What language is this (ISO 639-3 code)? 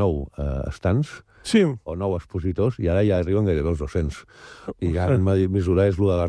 cat